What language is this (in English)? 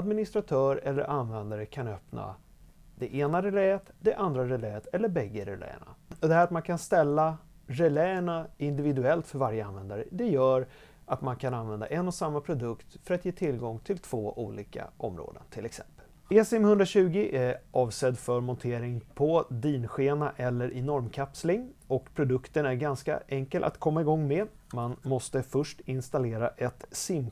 Swedish